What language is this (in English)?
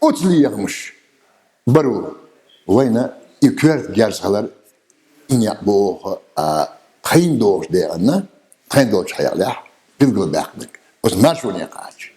Chechen